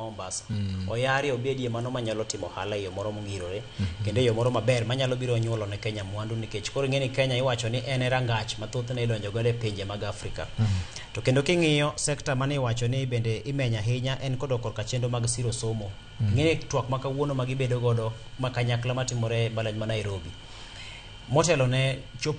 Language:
Luo (Kenya and Tanzania)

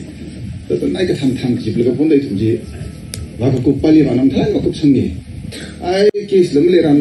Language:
Tangkhul Naga (India)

